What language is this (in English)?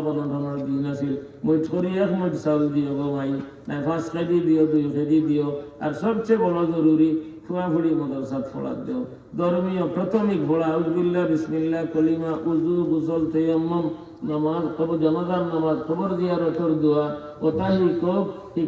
Sylheti